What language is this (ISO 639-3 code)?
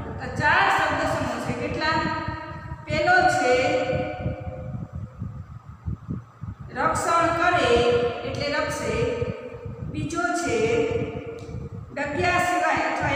guj